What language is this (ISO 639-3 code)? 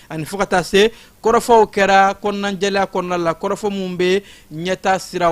bam